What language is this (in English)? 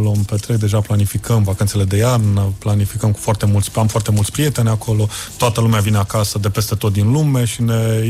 Romanian